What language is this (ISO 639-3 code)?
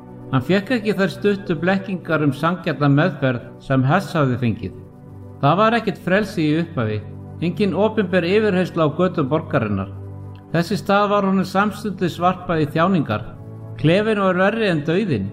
isl